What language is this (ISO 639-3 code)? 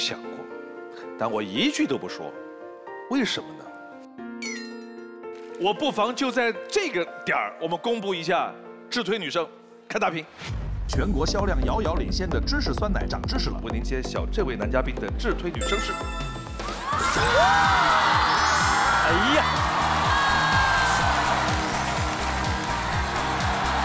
zho